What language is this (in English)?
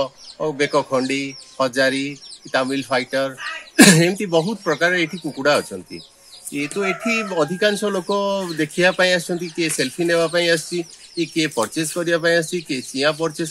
Odia